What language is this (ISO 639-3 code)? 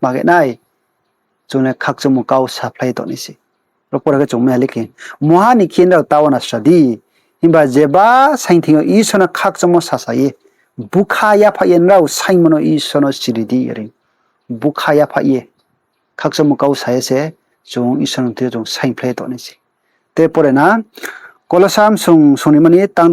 ria